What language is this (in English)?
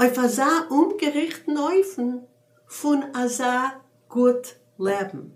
Yiddish